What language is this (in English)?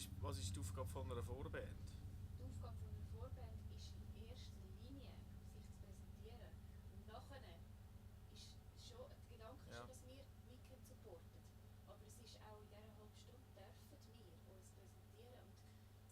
Swiss German